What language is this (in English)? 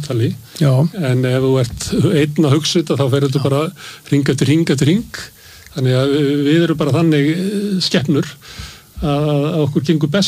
Icelandic